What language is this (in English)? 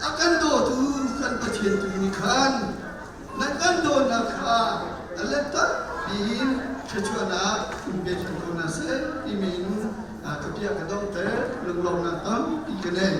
Hakha Chin